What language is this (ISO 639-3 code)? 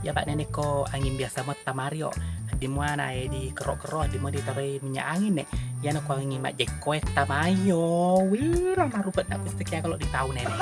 bug